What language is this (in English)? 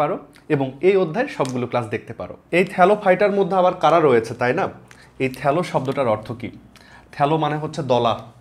Bangla